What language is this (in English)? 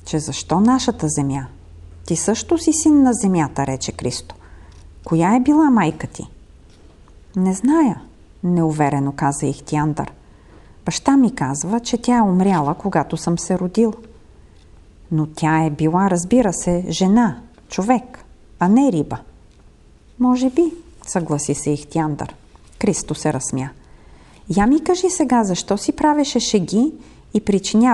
Bulgarian